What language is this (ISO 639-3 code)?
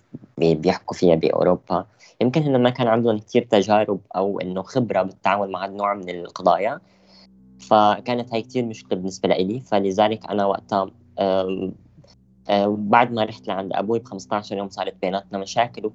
apc